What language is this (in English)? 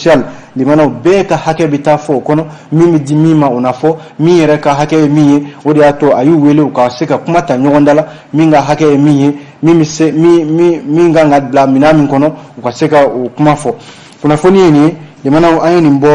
Bambara